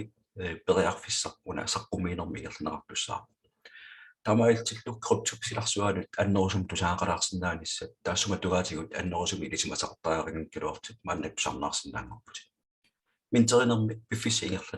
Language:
Kalaallisut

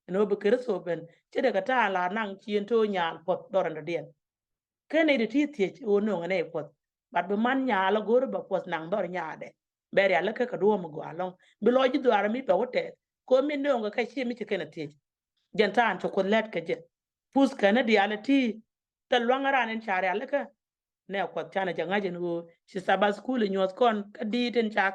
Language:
Nuer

